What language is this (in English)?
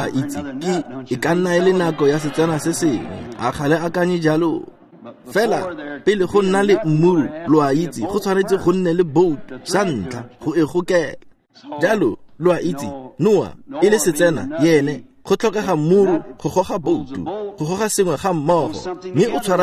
Tswana